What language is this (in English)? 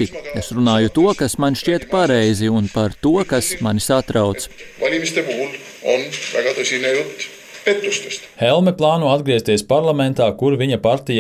Latvian